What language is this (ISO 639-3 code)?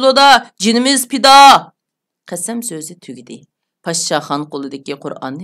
uig